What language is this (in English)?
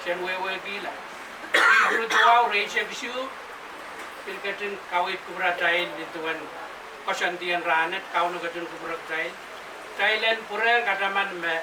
Pohnpeian